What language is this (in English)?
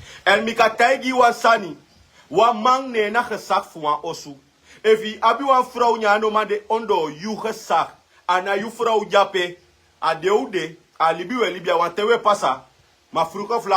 Sranan Tongo